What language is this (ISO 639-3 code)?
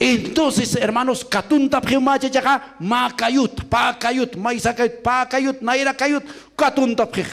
aym